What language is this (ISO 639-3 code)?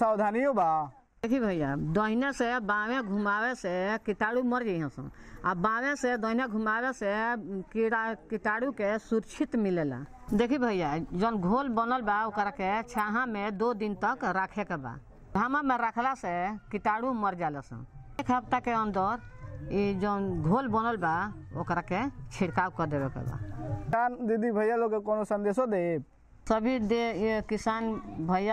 bho